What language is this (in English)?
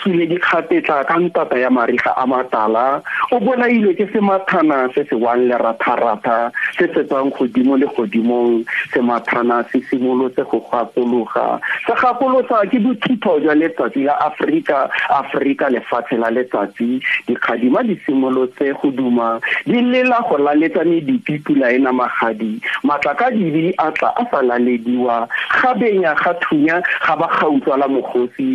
Tswana